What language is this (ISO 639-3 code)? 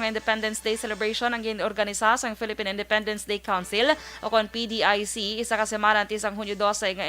hil